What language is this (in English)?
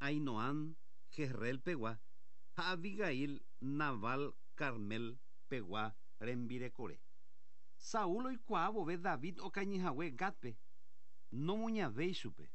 Guarani